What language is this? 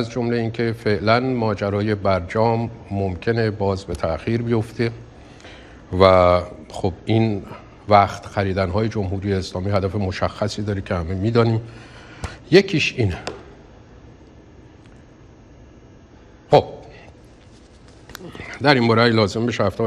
Persian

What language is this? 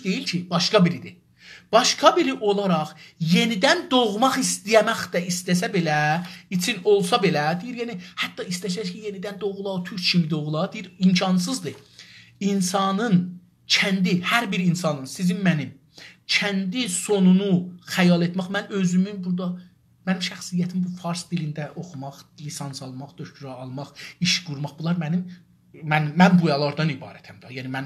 South Azerbaijani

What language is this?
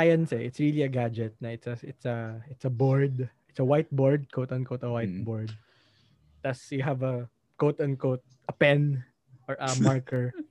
Filipino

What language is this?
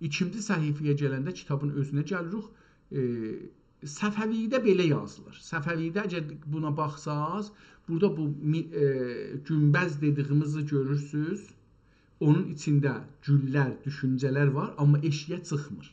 South Azerbaijani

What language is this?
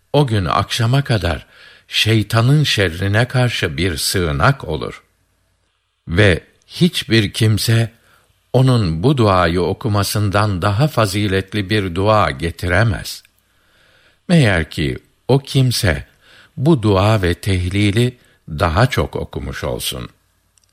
Turkish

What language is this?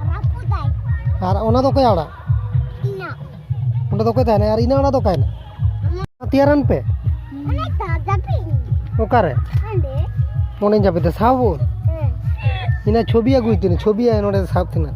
Santali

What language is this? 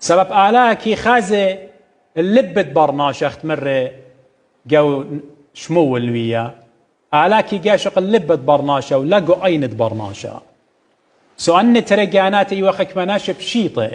Assyrian Neo-Aramaic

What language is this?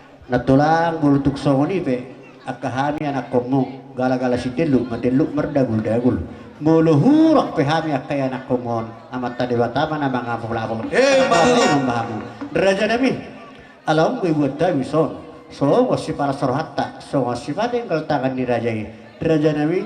Batak Toba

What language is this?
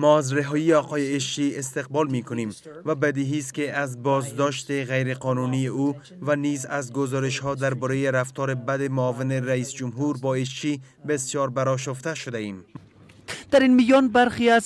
Persian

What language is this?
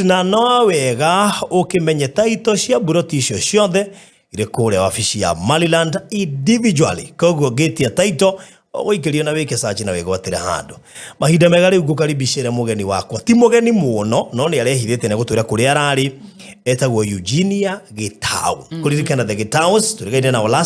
Kikuyu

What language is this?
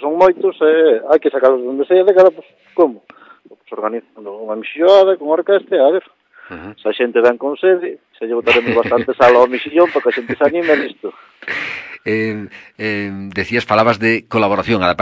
Galician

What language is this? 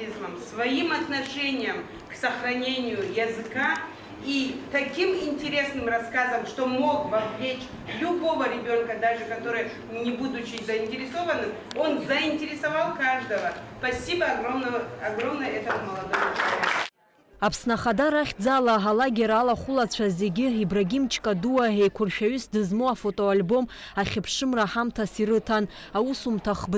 Abkhazian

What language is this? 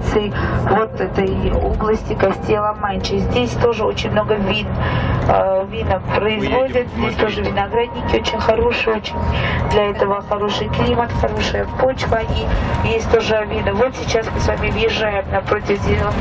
Russian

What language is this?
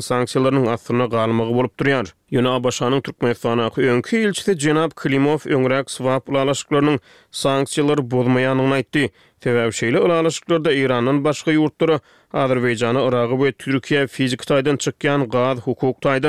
Turkmen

